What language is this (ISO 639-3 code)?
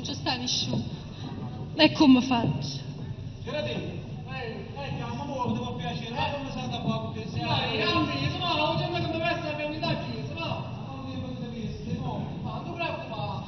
nap